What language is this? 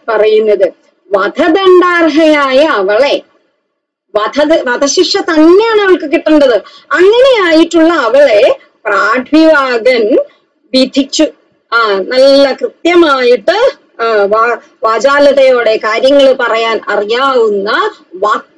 Malayalam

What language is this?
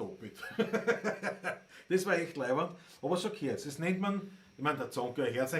Bavarian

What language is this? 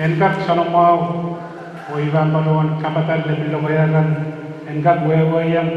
Pohnpeian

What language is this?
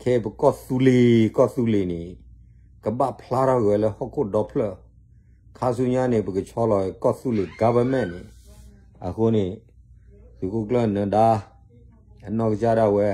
S'gaw Karen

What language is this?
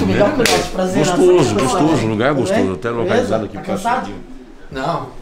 Portuguese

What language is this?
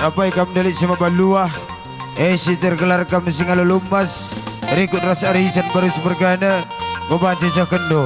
Batak Karo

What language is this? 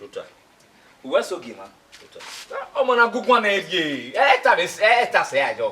Bini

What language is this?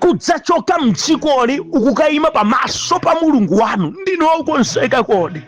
Nyanja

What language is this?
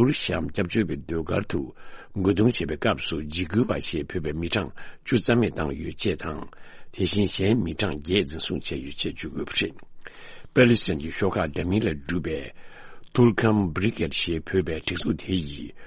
Tibetan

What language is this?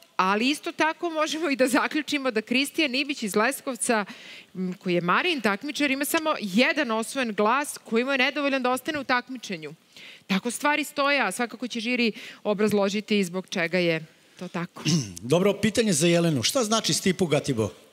Serbian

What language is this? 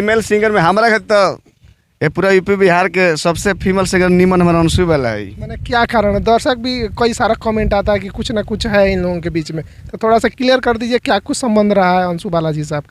Bhojpuri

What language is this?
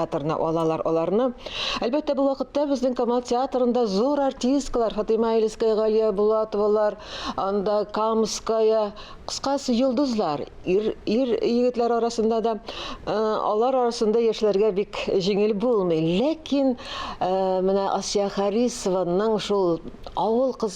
Tatar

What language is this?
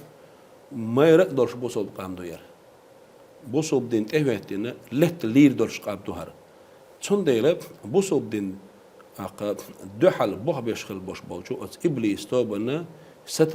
Chechen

